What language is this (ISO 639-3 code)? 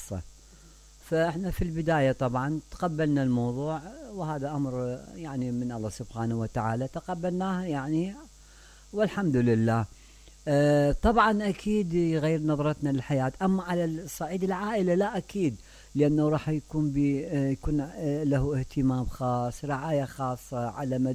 acm